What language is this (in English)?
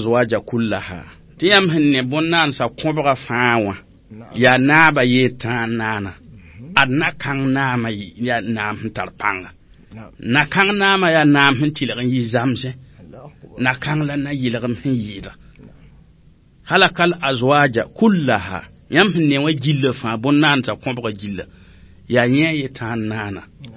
Mossi